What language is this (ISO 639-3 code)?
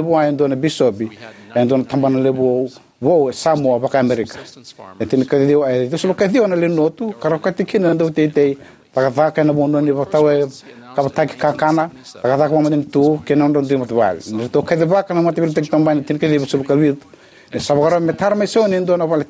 fij